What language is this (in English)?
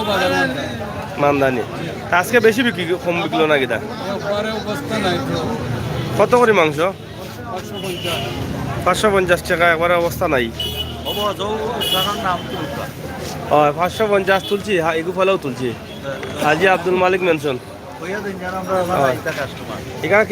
Sylheti